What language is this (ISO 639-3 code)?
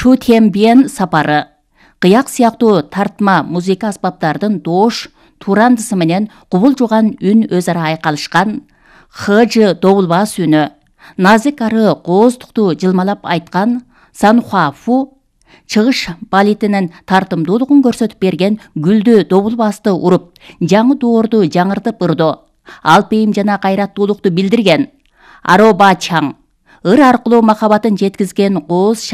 kir